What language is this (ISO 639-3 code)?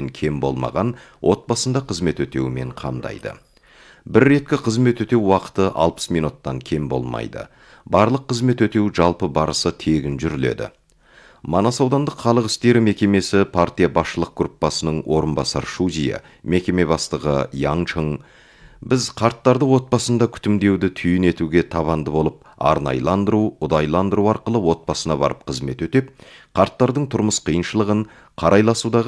kaz